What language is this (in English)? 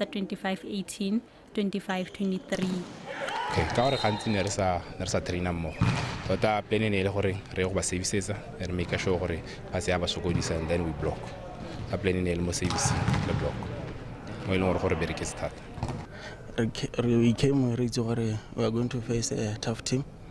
Tswana